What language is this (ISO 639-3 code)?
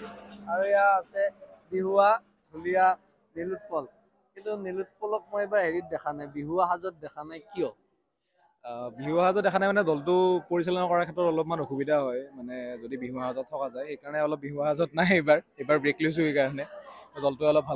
asm